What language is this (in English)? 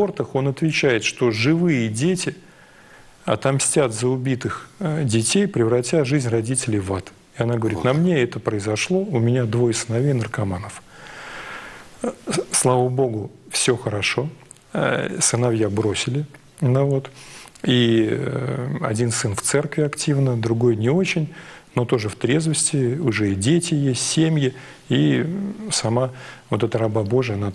Russian